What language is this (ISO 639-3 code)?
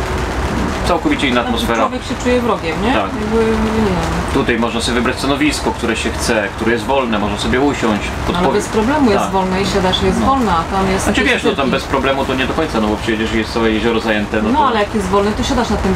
pol